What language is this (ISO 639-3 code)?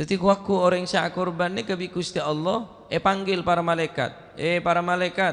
mad